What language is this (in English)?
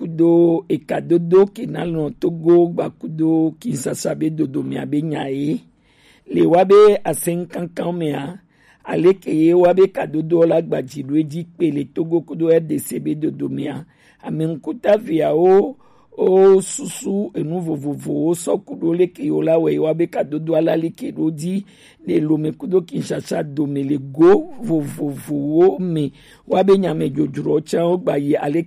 Gen